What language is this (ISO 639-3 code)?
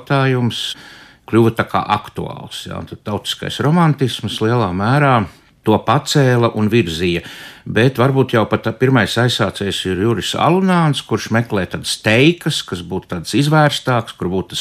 lav